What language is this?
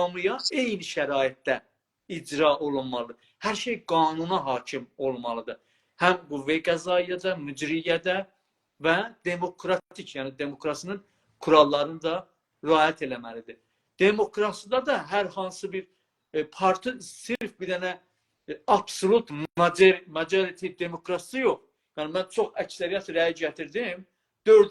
South Azerbaijani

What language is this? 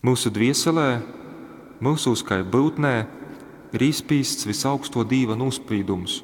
Latgalian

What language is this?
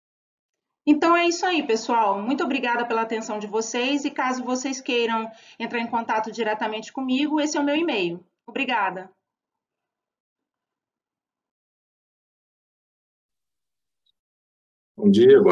Portuguese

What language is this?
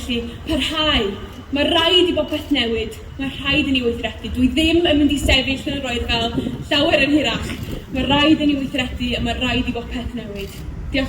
Welsh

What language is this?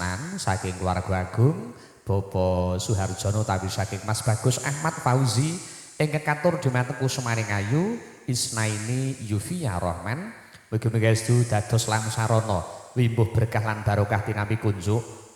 Javanese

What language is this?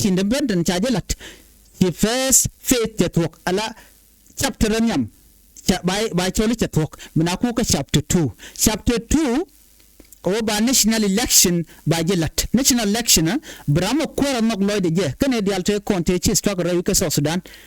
Nuer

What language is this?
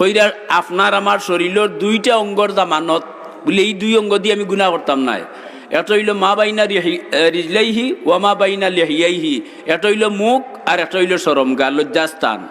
Sylheti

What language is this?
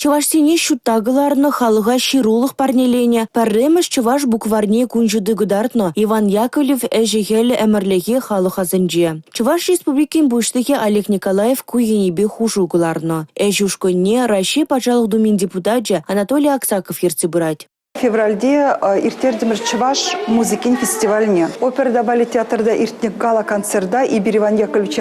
Chuvash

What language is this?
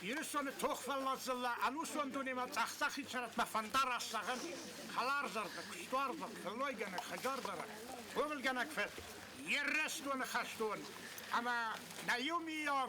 Ossetic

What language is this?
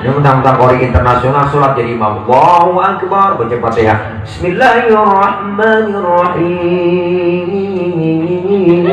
Betawi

